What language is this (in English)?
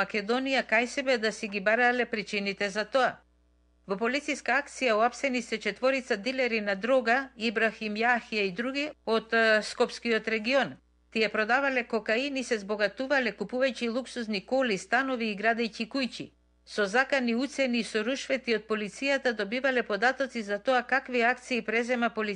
Macedonian